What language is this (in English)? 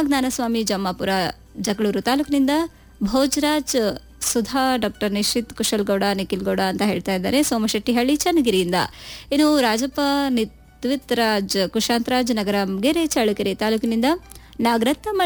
Kannada